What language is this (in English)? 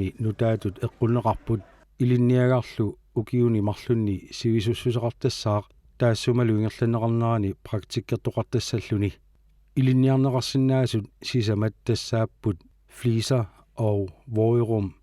Kalaallisut